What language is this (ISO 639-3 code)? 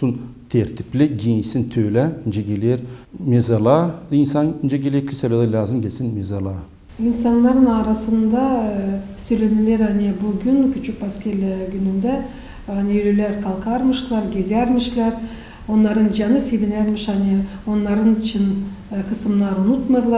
gag